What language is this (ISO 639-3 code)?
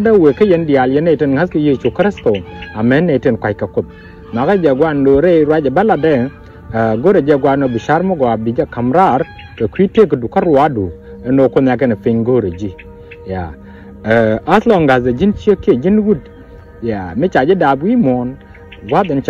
nus